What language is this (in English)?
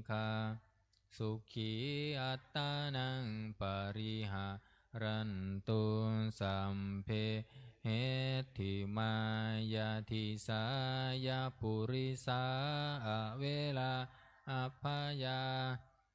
Pali